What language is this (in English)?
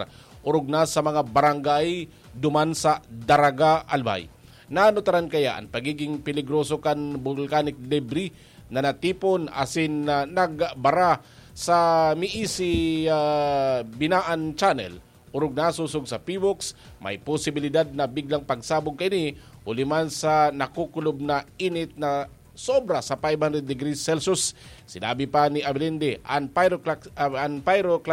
Bikol